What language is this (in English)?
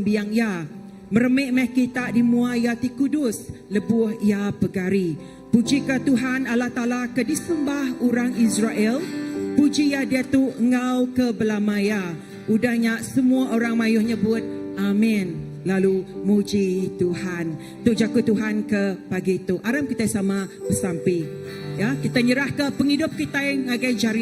Iban